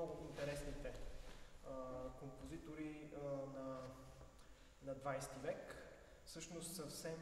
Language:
Bulgarian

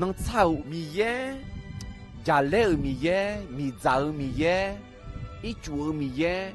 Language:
Akha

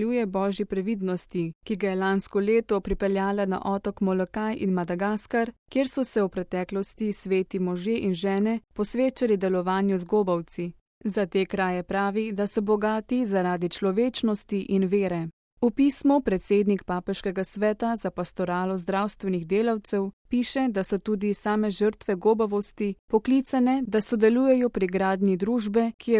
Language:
Slovenian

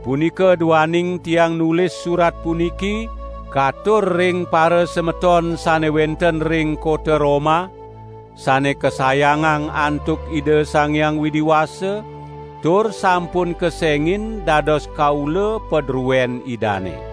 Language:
Balinese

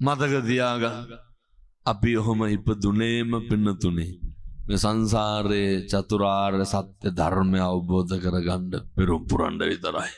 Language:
Sinhala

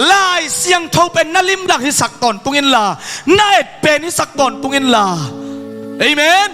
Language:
Tedim Chin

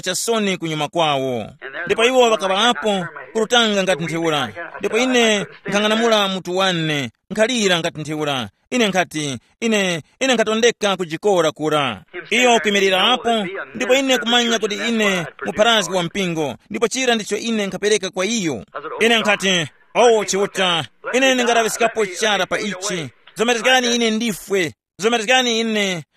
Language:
Tumbuka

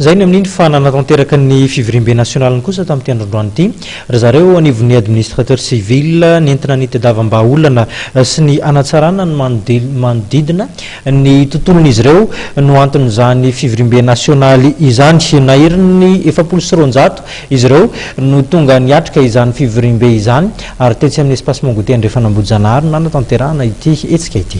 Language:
Malagasy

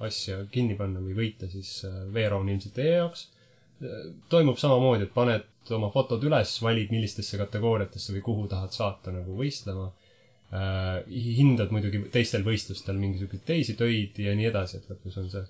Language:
Estonian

